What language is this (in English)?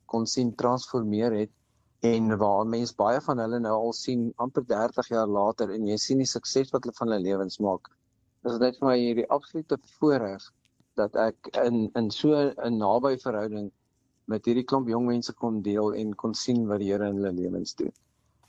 Afrikaans